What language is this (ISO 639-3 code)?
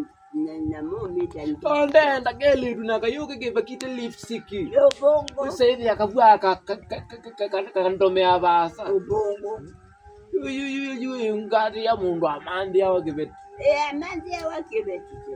kam